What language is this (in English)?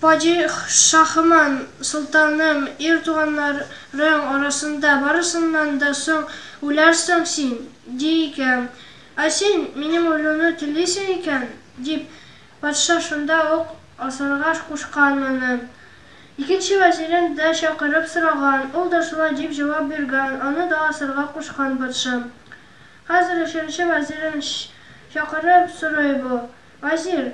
Tatar